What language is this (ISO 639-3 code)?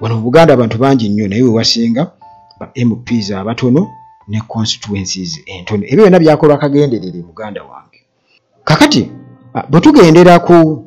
lug